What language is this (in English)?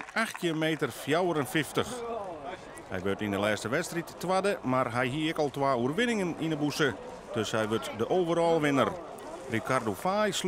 Western Frisian